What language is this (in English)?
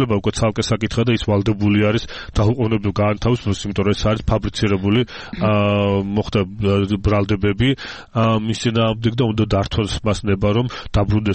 Georgian